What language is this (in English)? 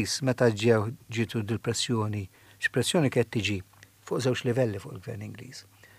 Maltese